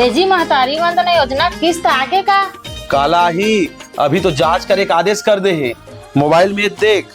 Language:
Chhattisgarhi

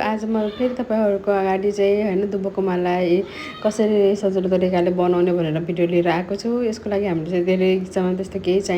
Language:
Nepali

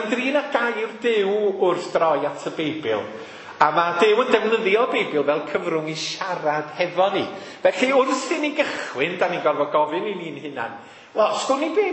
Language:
Welsh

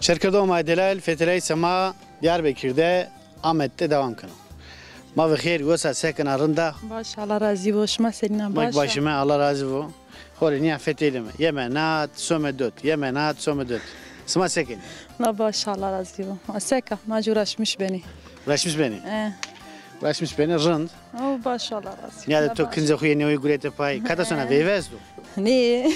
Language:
Zaza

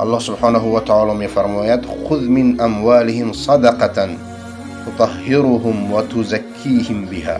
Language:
Persian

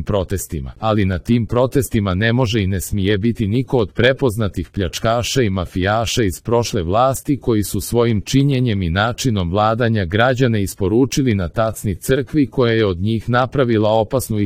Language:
Croatian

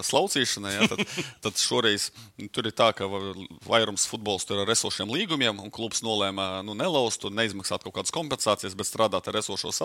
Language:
Latvian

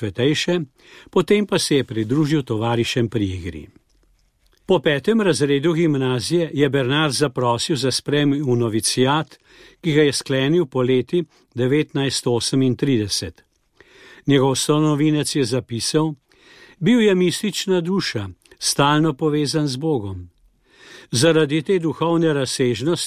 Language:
Slovenian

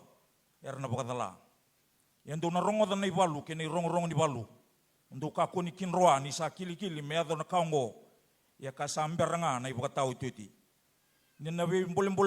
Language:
Fijian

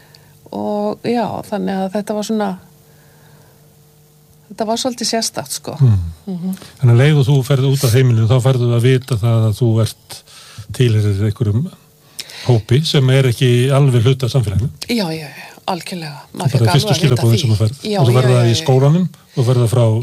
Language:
Icelandic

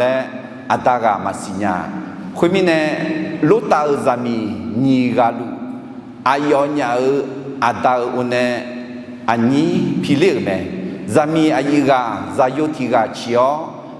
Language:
Akha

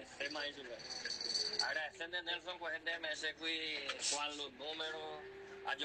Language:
Guarani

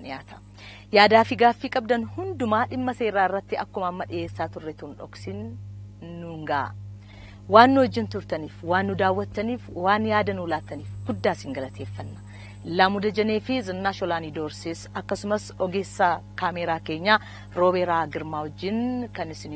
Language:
Oromo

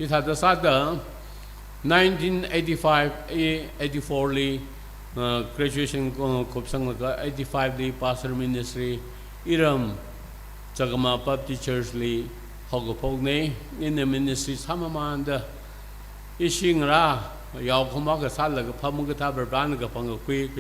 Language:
Tangkhul Naga (India)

